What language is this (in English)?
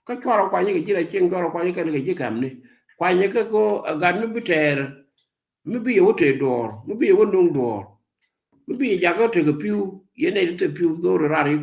Nuer